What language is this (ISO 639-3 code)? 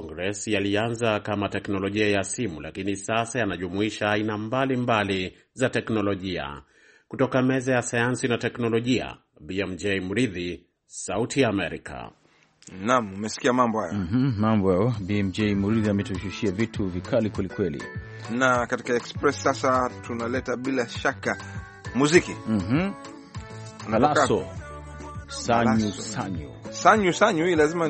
swa